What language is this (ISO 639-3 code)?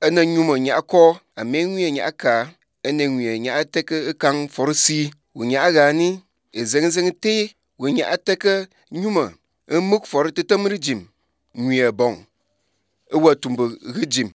aze